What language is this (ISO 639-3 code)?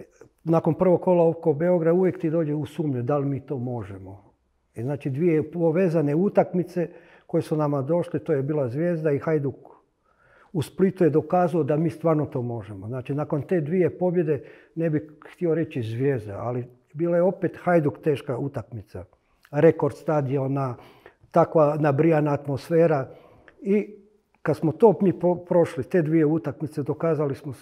hrv